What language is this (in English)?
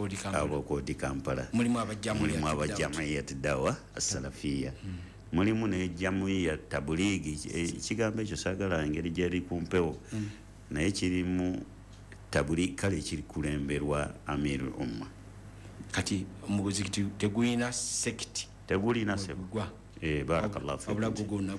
Ganda